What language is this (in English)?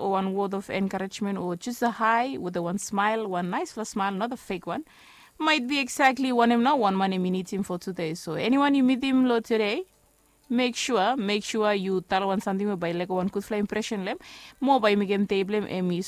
Bislama